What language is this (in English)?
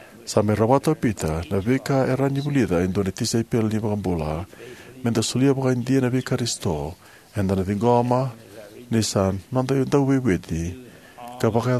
Fijian